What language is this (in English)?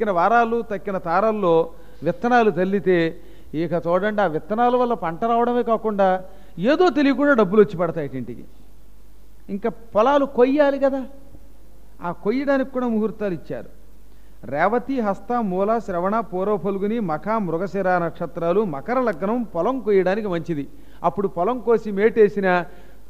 Telugu